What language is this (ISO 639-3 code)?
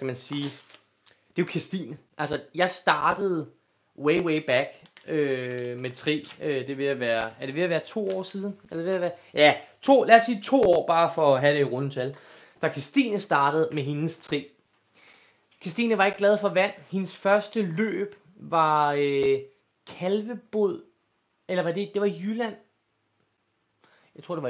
dan